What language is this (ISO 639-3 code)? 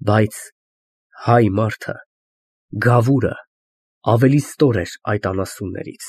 hye